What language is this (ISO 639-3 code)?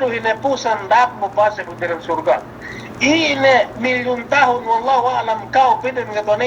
yka